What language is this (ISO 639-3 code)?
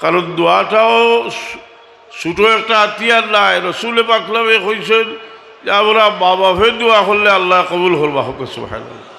syl